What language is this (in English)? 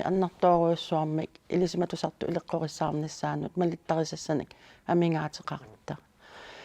Kalaallisut